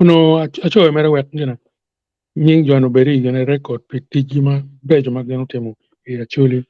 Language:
Acoli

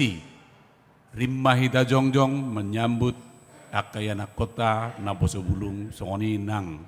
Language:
Batak Toba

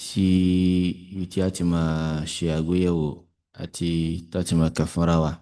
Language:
Yoruba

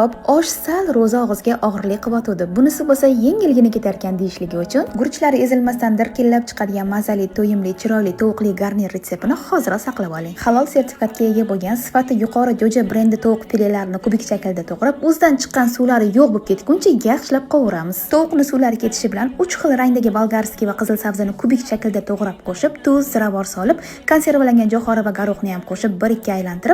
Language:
Uzbek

